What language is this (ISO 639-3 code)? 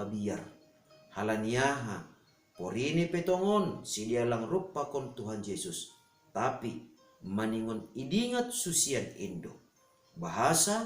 bts